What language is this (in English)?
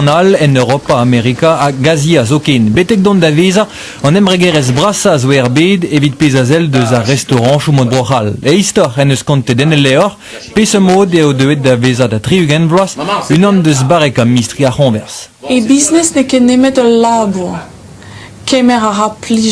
Breton